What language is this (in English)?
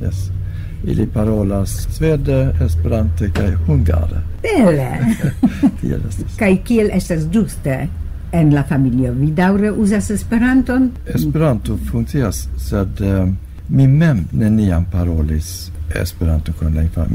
Esperanto